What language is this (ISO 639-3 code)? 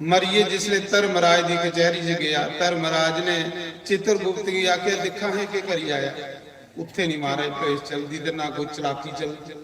doi